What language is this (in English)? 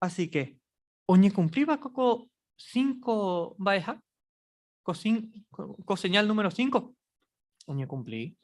Guarani